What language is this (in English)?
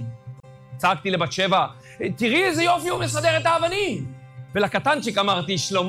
Hebrew